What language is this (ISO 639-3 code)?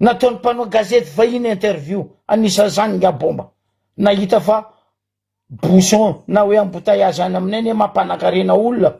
mlg